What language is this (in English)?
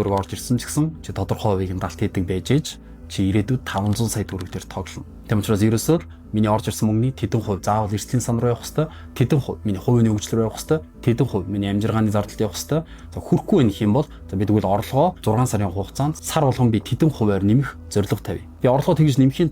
Mongolian